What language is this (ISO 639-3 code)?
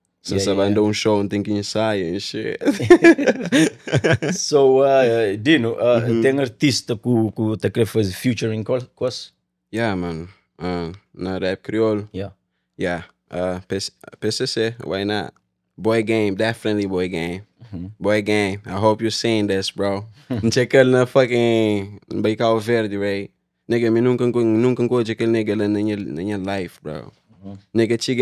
kea